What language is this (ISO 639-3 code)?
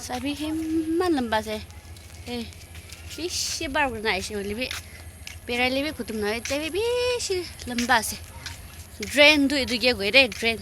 nag